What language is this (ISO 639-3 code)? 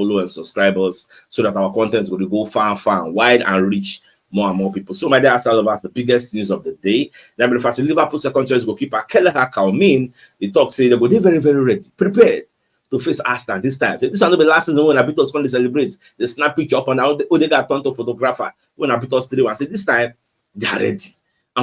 pcm